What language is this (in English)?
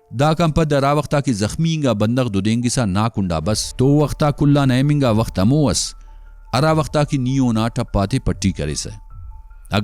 Brahui